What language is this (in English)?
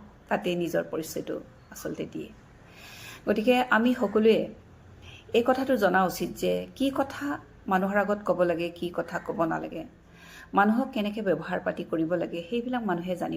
Assamese